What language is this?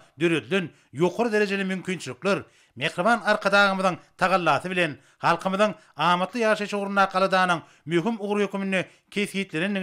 Turkmen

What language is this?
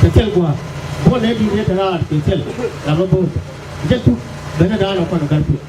Nuer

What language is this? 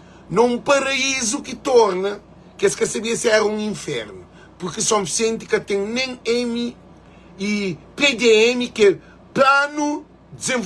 Kabuverdianu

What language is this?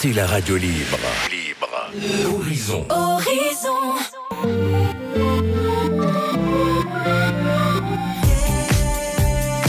French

